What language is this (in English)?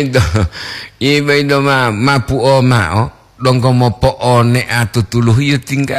Gorontalo